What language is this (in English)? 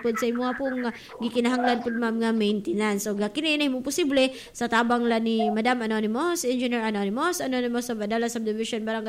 Cebuano